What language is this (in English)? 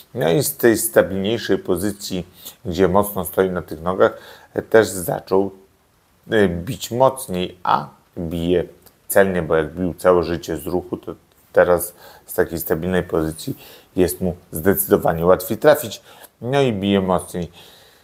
Polish